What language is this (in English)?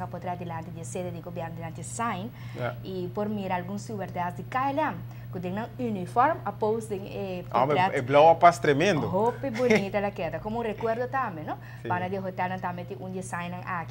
Papiamento